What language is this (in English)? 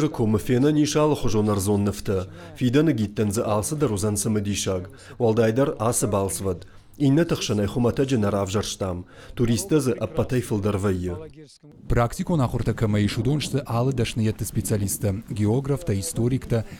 Ossetic